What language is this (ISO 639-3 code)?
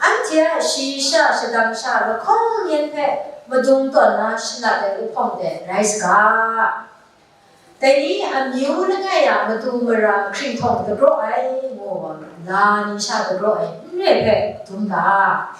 kac